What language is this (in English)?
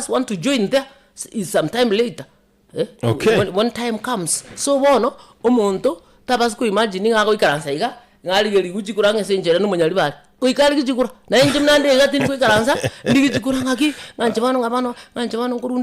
Gusii